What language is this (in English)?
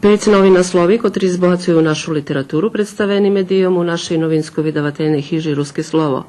Rusyn